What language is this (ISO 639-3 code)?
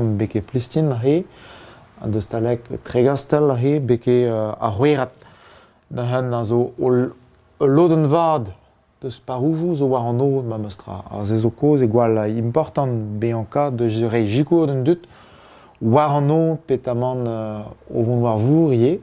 bre